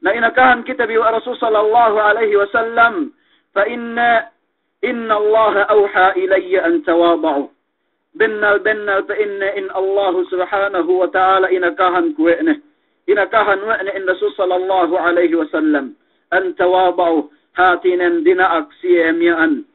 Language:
Yakan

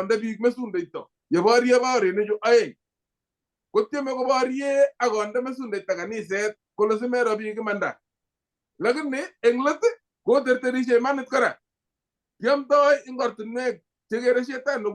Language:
Kalenjin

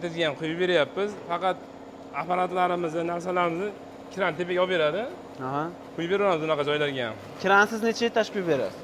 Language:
Uzbek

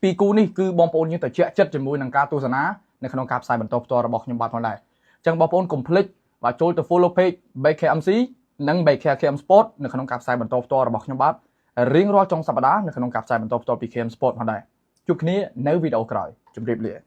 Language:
Khmer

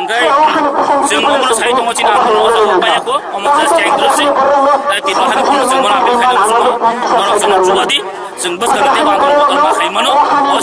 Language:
Riang (India)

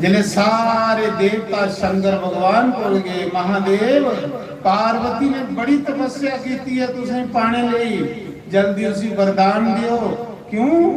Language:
Dogri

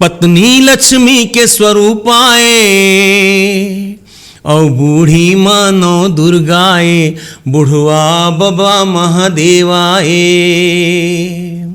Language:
Chhattisgarhi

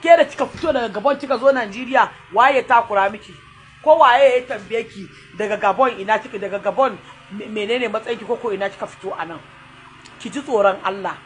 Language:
Hausa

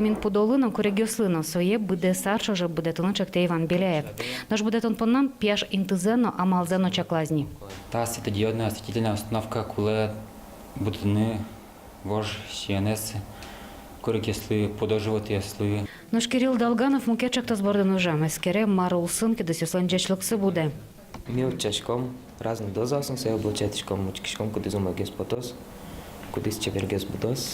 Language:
Udmurt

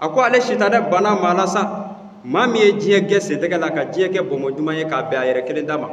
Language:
Bambara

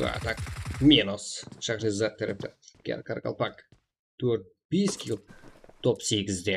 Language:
Kara-Kalpak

